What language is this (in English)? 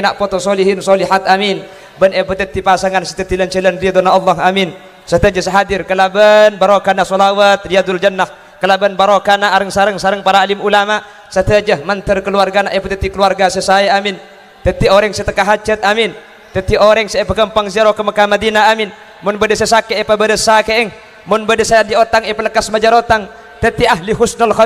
Madurese